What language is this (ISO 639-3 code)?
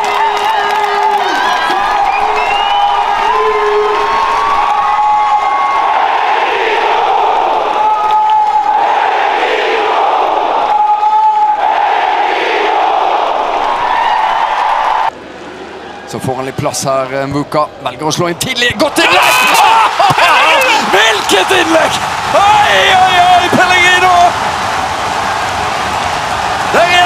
nor